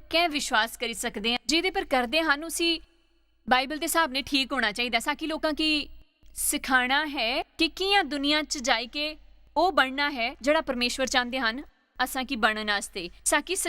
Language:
Dogri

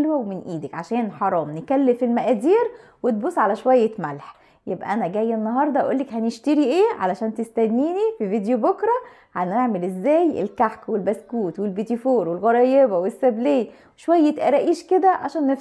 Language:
Egyptian Arabic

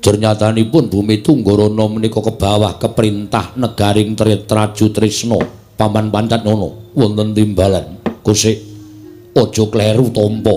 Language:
Javanese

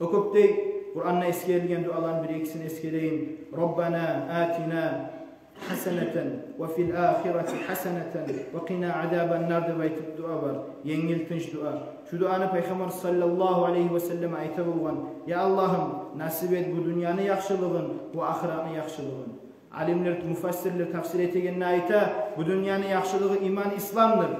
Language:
Kumyk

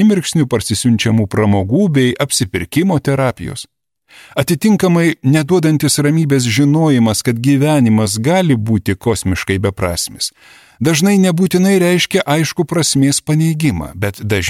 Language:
Lithuanian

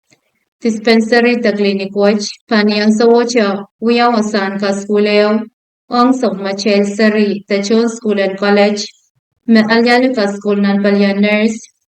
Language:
Pohnpeian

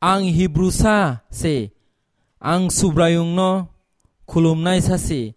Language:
Kok Borok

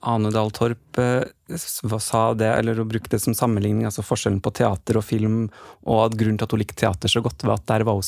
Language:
Norwegian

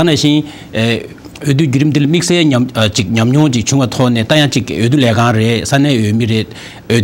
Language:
Tibetan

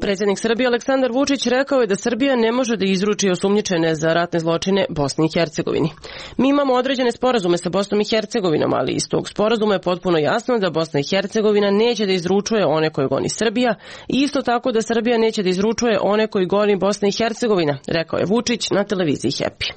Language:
Serbian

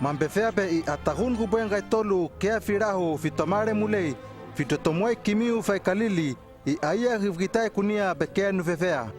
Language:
Hano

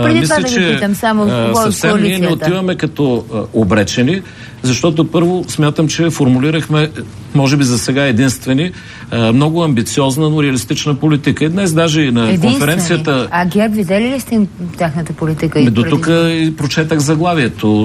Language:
Bulgarian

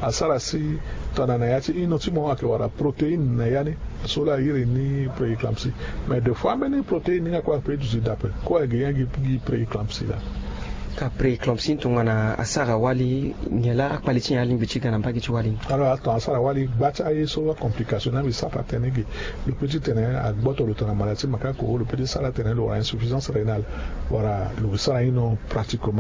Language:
Sango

